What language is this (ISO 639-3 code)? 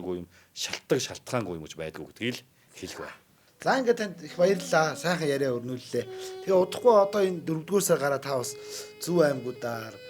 mon